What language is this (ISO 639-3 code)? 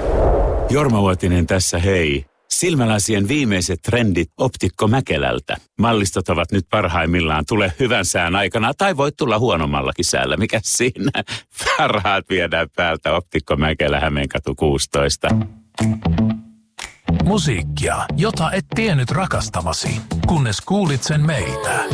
fin